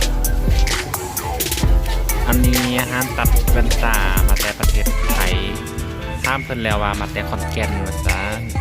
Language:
Lao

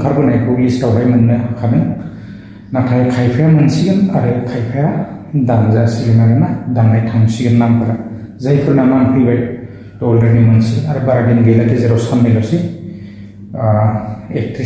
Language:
Bodo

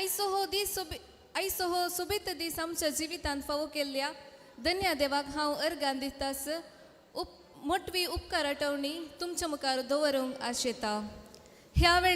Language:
Konkani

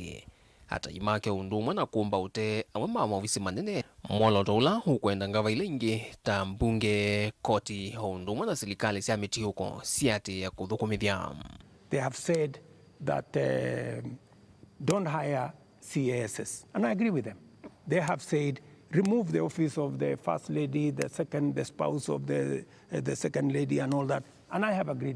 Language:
Kamba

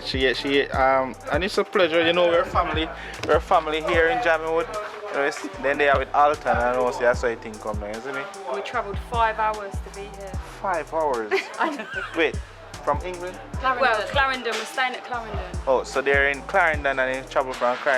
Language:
Jamaican Creole English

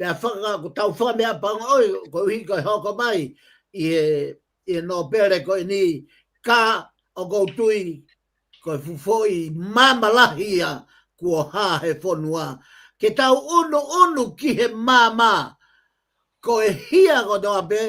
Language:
Tongan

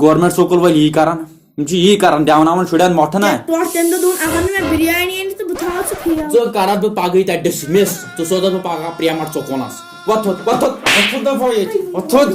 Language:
Kashmiri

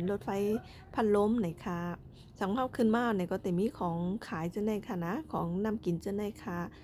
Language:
Shan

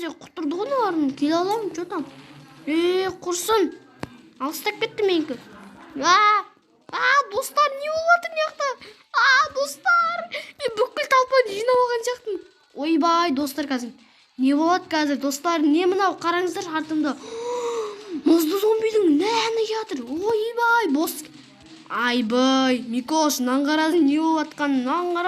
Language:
Kazakh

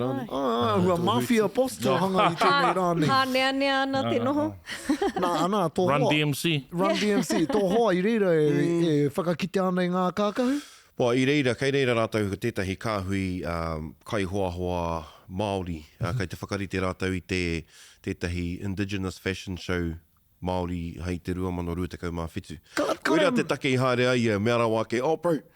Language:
Māori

